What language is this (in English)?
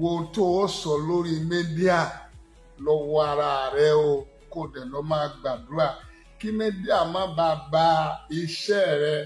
Yoruba